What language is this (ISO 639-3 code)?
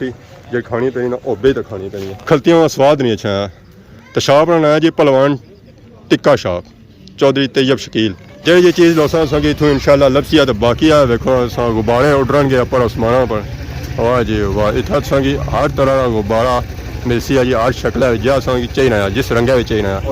phr